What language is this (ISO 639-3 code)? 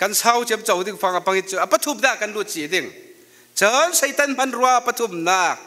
cfm